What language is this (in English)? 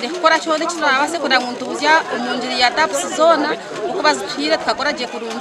Nyankole